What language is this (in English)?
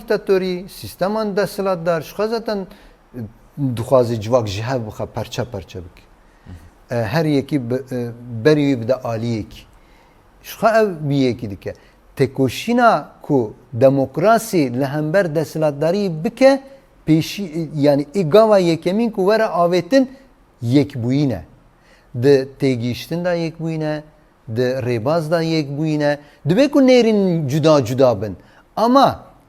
Kurdish